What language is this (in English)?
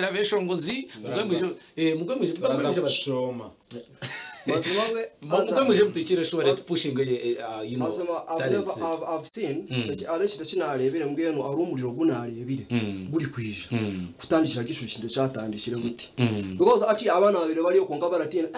Nyankole